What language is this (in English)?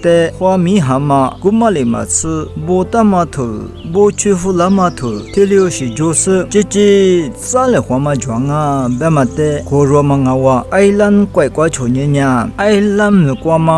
Lisu